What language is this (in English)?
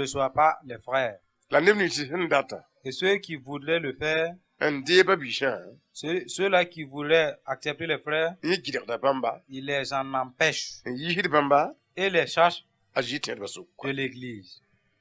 Mossi